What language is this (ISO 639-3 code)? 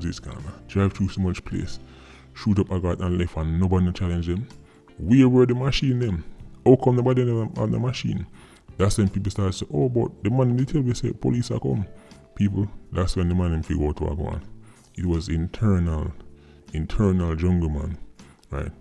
jam